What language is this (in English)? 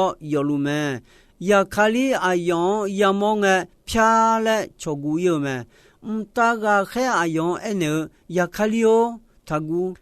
Akha